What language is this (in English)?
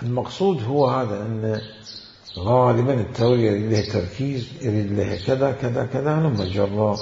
Mesopotamian Arabic